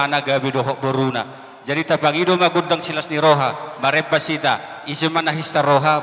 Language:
Batak Toba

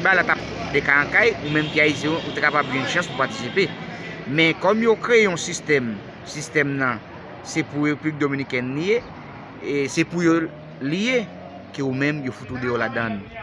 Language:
Haitian Creole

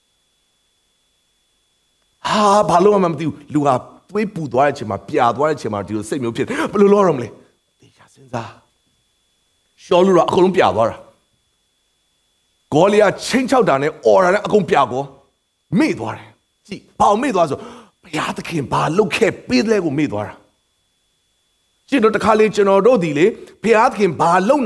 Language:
Burmese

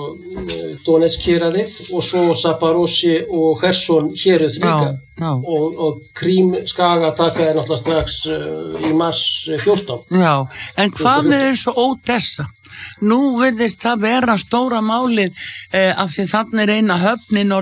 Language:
Icelandic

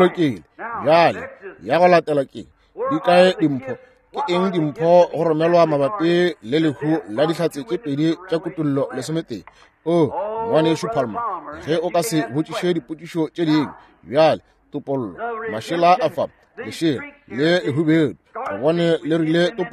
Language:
Northern Sotho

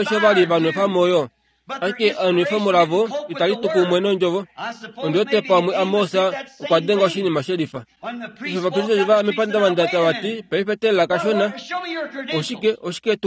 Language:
Kuanyama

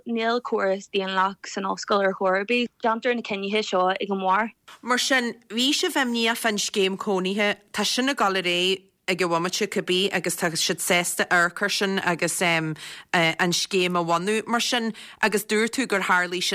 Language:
Irish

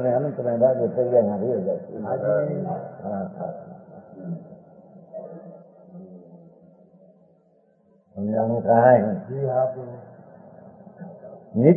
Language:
Gujarati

